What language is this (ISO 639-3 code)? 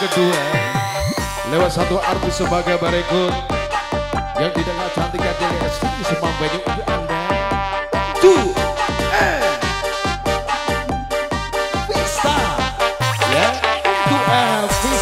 ind